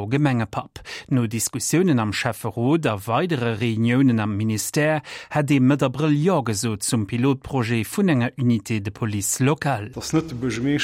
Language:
Luxembourgish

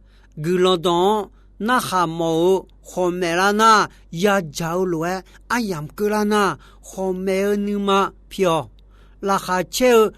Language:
Akha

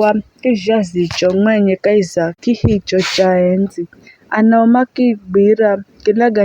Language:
Giryama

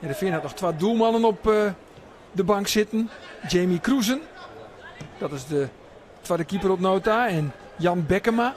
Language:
Western Frisian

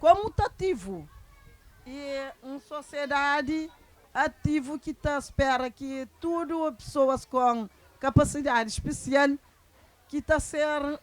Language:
Kabuverdianu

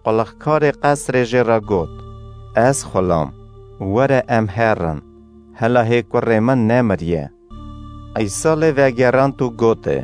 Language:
Kurdish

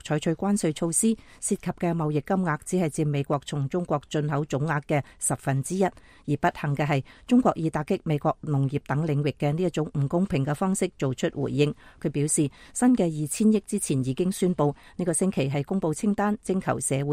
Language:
Cantonese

